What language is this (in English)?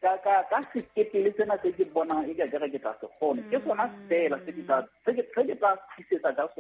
Southern Sotho